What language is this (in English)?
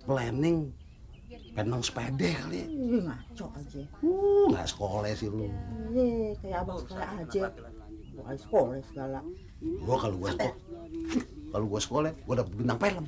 Betawi